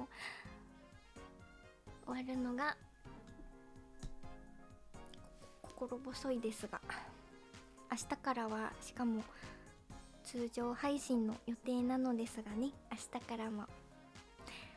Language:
Japanese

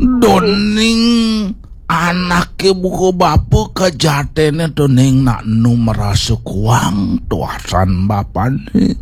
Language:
Balinese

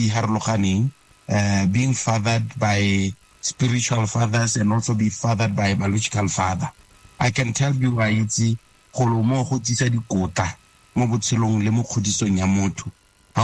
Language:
Tswana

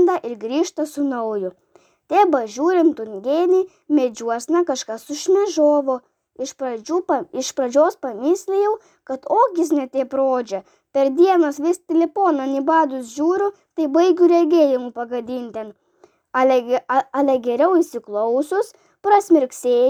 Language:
Lithuanian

